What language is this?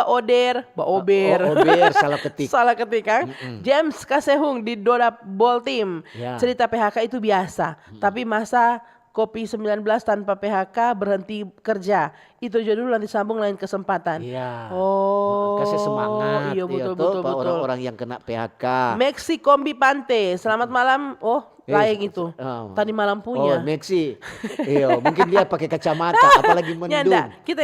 Manado Malay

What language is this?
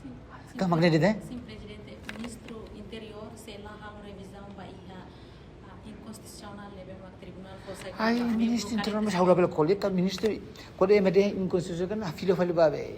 Tetum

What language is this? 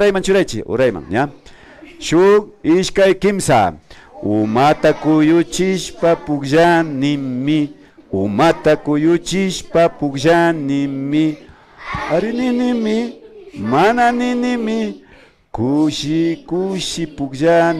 Imbabura Highland Quichua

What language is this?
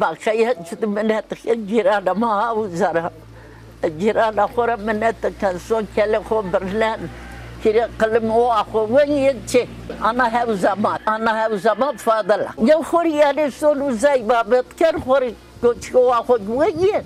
Zaza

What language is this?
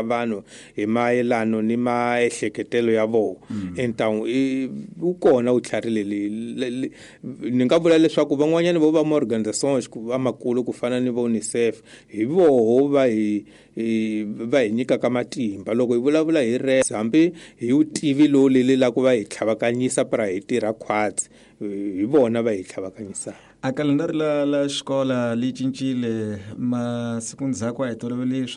Tsonga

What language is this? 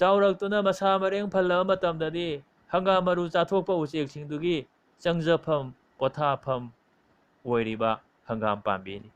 Manipuri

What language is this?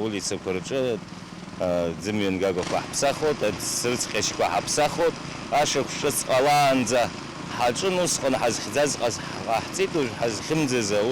Abkhazian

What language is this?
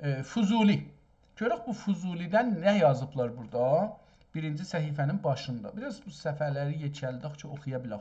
South Azerbaijani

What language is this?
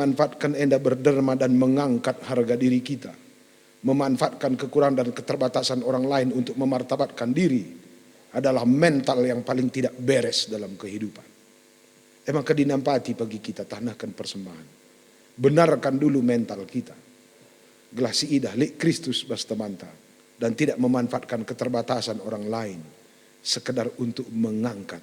Batak Karo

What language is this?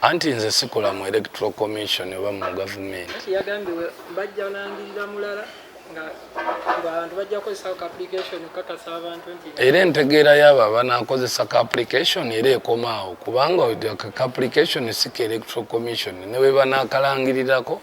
Ganda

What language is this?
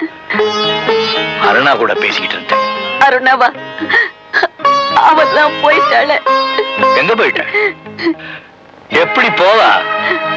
Tamil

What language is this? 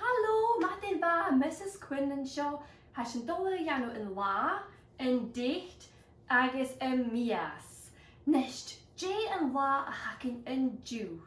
Scottish Gaelic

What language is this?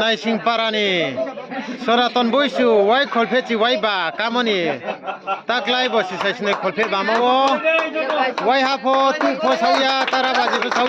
Riang (India)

